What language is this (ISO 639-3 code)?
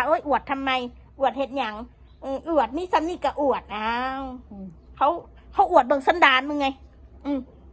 tts